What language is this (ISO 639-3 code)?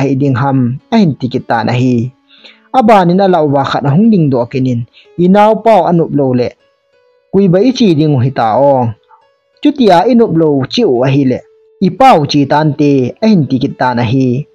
tcz